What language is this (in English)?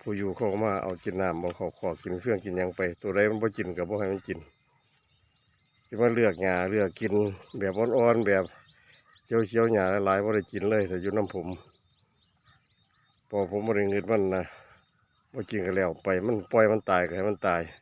Lao